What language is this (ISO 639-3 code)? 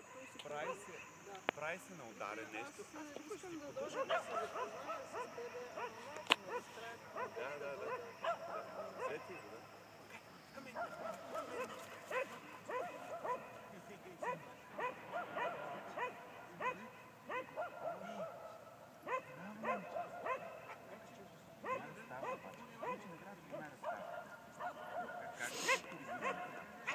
bul